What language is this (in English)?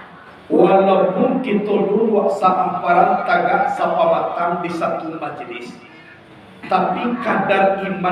Minangkabau